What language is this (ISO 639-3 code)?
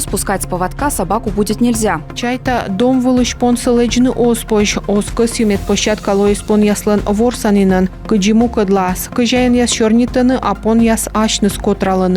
kom